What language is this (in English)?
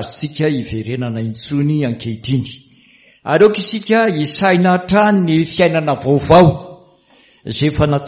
Malagasy